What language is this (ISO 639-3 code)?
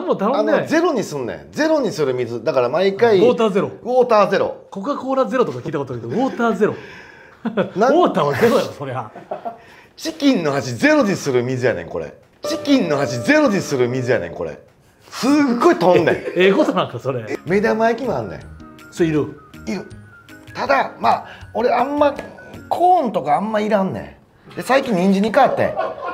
jpn